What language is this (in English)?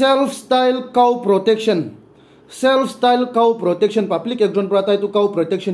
Naga Pidgin